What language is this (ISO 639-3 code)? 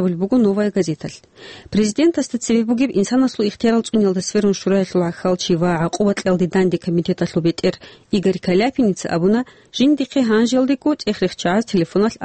ava